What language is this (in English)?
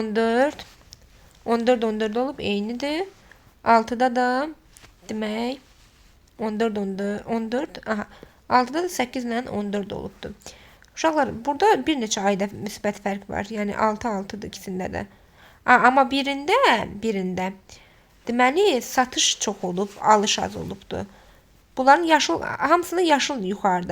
Azerbaijani